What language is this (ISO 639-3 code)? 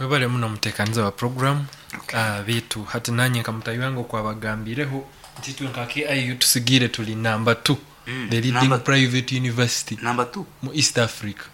nyn